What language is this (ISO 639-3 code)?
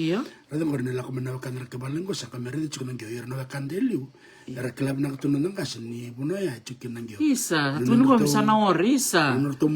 fij